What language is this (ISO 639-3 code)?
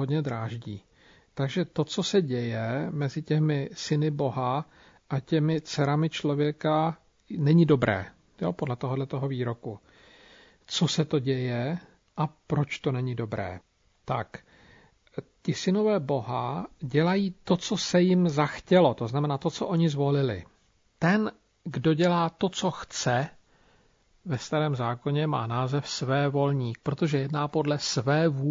ces